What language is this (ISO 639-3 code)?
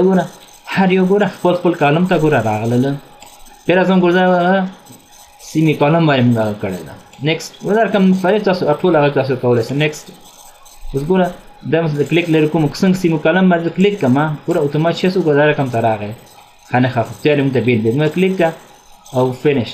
pus